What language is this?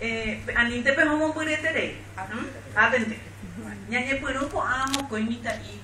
Guarani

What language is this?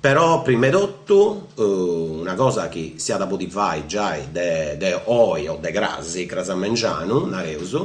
Sardinian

